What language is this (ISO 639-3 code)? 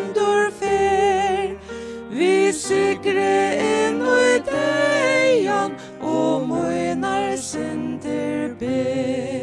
fao